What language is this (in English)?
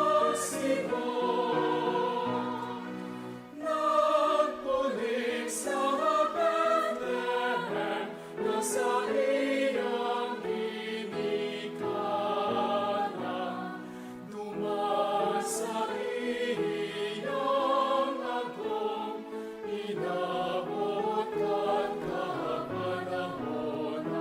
Bikol